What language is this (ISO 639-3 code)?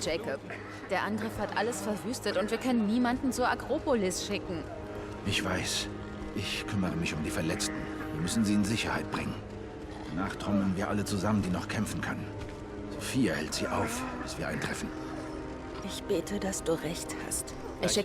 gsw